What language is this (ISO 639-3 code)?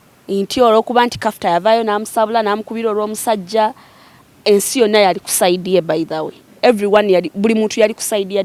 lug